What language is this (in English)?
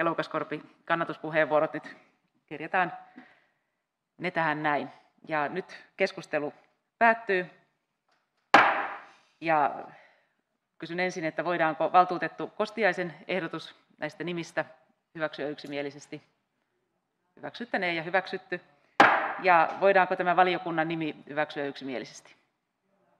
Finnish